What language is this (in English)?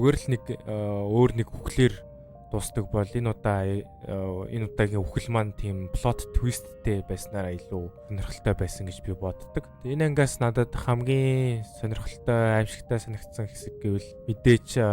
Mongolian